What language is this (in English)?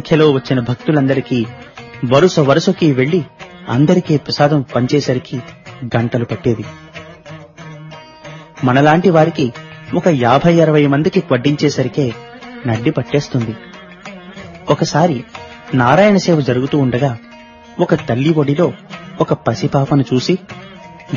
Telugu